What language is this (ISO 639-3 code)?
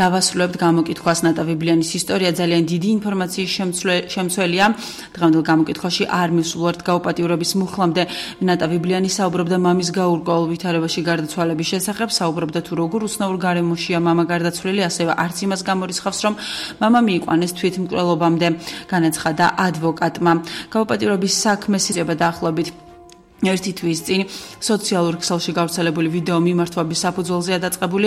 kat